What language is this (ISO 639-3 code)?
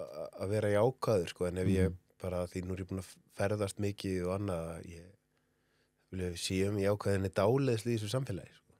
isl